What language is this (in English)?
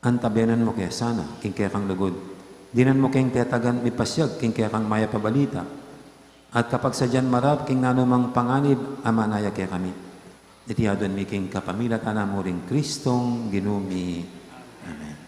Pampanga